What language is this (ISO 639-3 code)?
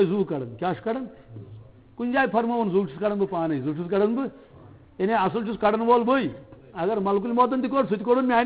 kas